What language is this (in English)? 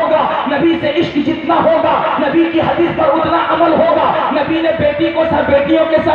Urdu